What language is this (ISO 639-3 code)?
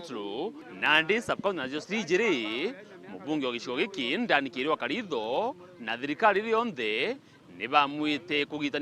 mer